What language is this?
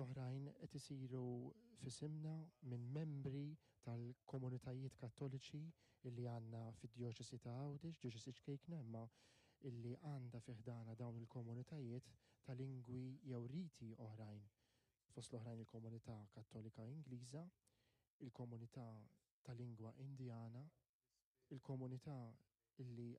Maltese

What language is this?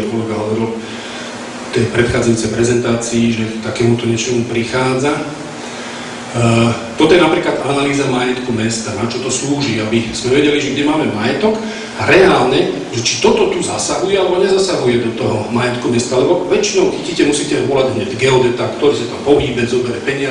Slovak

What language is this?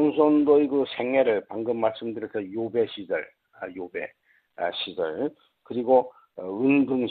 Korean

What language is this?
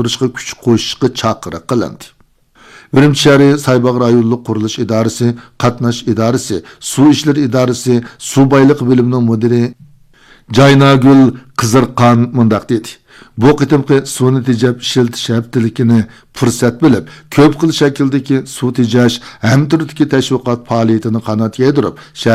Uyghur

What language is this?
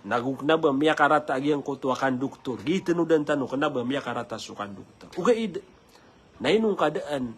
Maranao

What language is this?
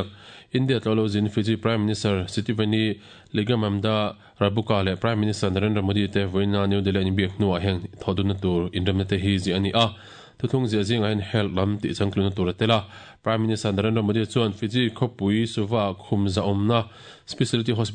Mizo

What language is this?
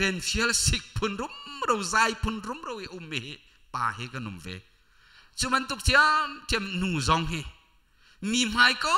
Hakha Chin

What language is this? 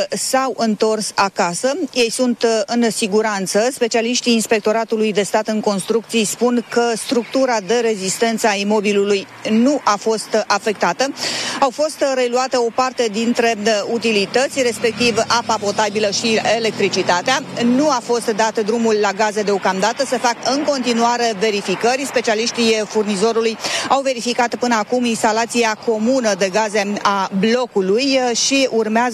Romanian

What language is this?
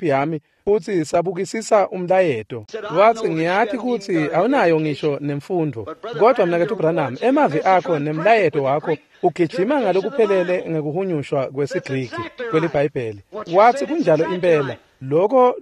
Swati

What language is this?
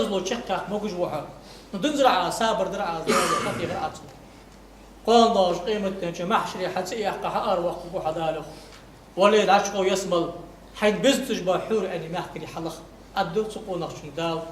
Ingush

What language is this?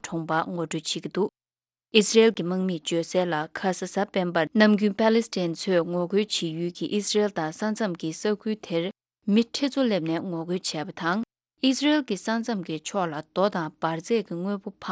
Tibetan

